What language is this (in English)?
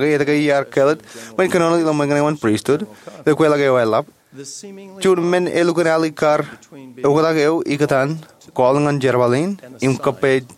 Marshallese